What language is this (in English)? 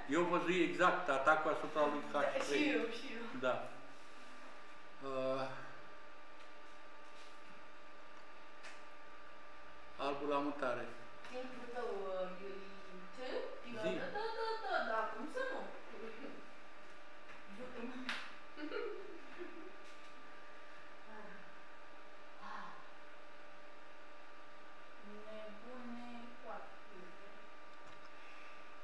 Romanian